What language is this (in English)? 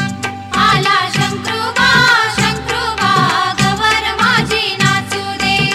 Marathi